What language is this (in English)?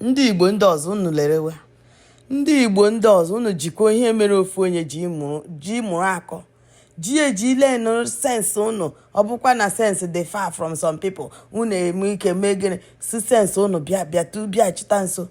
Igbo